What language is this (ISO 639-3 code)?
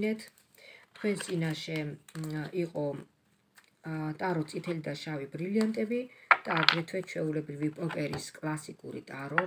kat